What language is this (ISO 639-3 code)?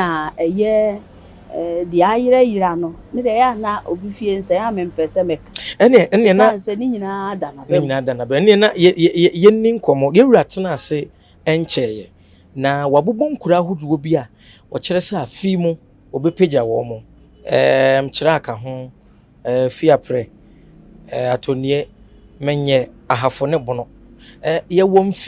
aka